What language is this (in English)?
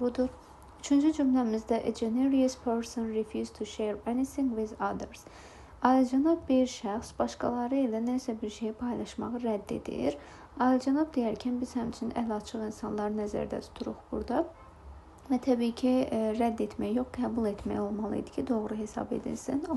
Azerbaijani